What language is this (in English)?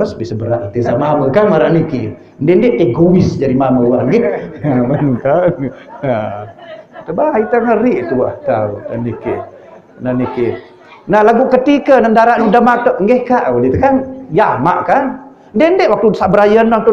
Sasak